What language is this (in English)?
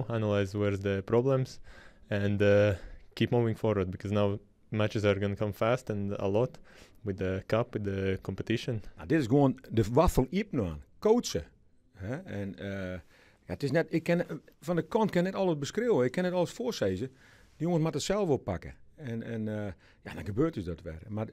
Western Frisian